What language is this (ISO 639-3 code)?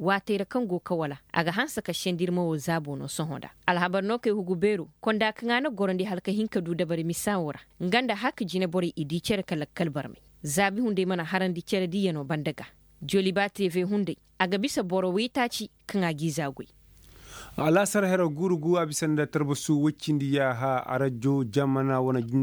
ses